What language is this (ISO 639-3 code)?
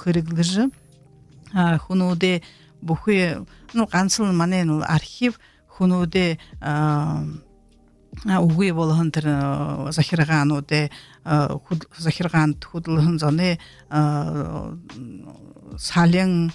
bua